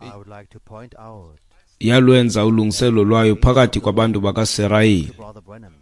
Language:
Xhosa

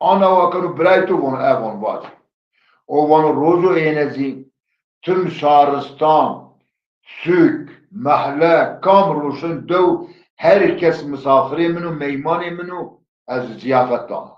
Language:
Zaza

